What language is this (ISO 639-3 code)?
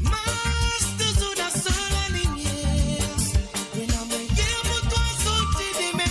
mfe